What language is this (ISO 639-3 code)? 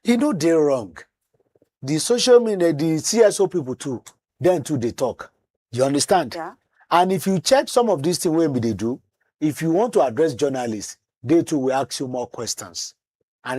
pcm